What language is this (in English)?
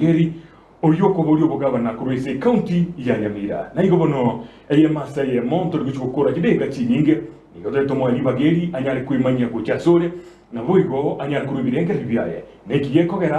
Gusii